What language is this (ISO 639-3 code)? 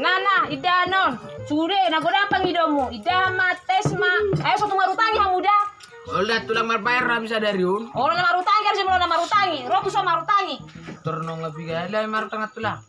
bbc